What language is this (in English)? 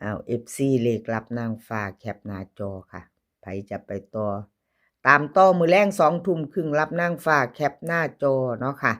Northeastern Thai